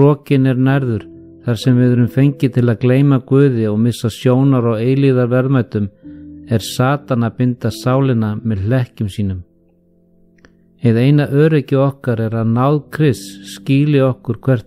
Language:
Icelandic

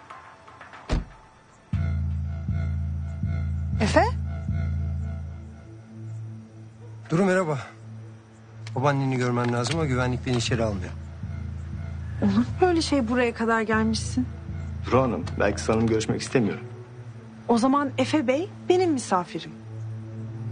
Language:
Turkish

